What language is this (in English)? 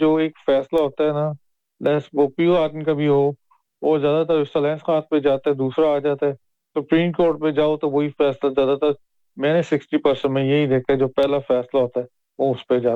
Urdu